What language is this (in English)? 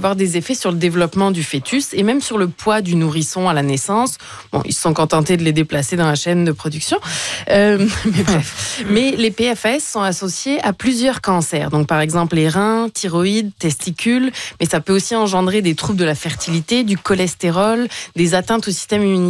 French